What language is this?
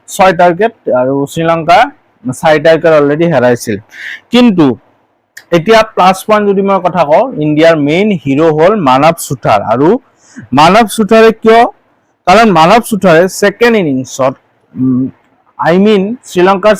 Assamese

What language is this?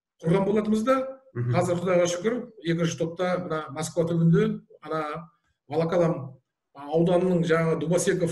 Kazakh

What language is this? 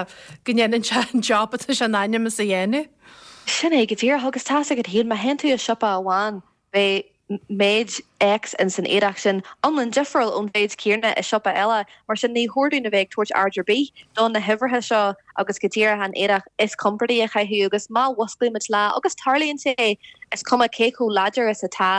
Irish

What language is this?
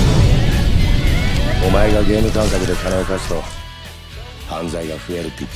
Japanese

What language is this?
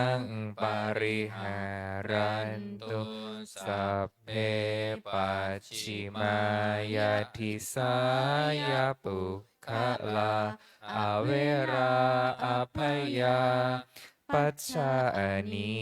Pali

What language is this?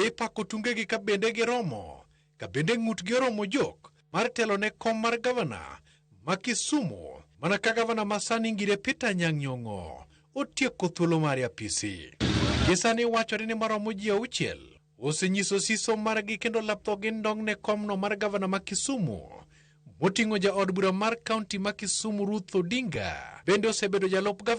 Luo (Kenya and Tanzania)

